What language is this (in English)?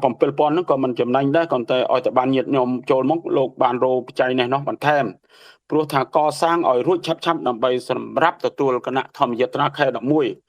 Khmer